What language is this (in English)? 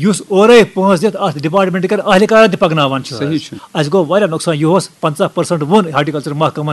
Kashmiri